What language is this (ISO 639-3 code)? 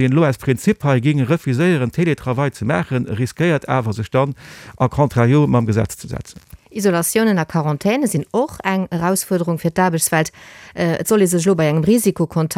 ltz